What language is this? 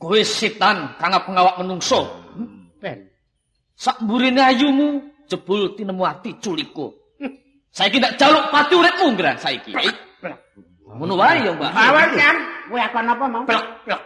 Javanese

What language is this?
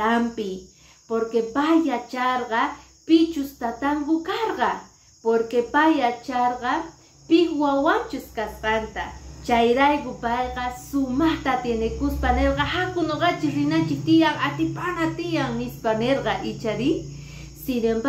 Quechua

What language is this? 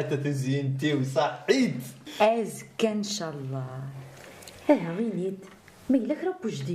Kabyle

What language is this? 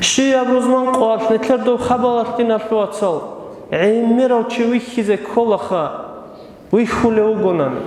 Avaric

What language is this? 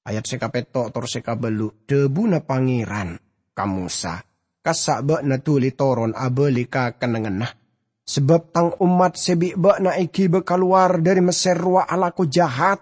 Madurese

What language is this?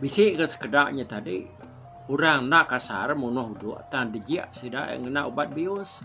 Iban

